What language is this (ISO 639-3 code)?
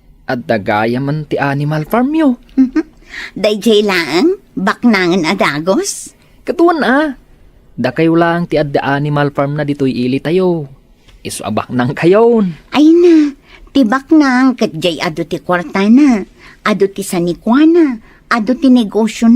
ilo